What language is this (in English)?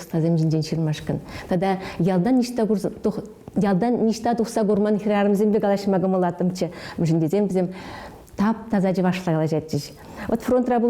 Chuvash